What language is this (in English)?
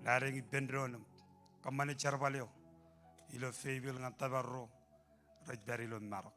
Marshallese